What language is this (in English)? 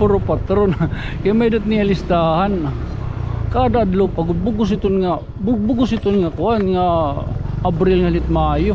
Waray